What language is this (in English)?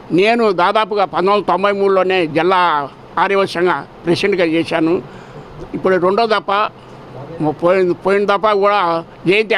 Telugu